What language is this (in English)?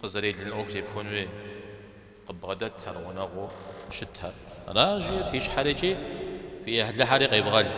Kabardian